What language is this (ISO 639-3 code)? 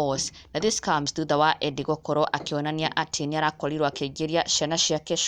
kik